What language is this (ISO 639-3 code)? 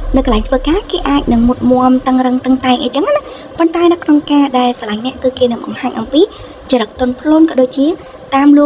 khm